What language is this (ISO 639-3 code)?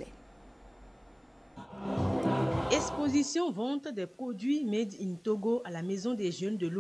fra